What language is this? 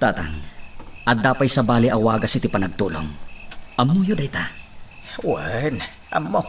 Iloko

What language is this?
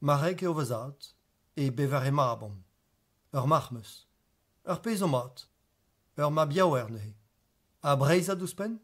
Breton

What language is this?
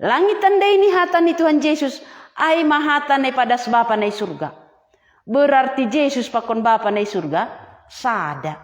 Batak Simalungun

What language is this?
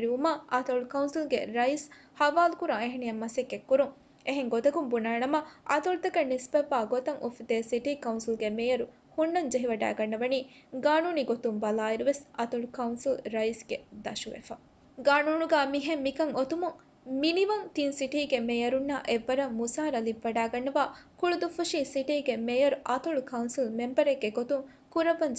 Divehi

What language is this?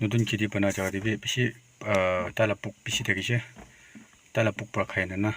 Naga Pidgin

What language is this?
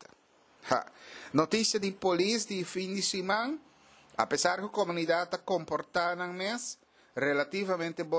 Papiamento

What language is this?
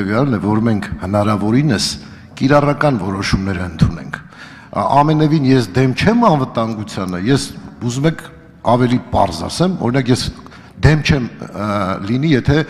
Armenian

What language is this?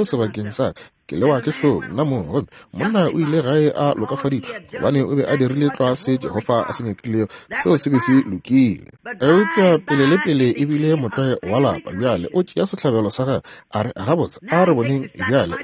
Northern Sotho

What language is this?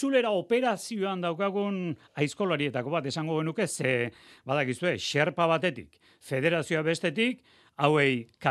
Basque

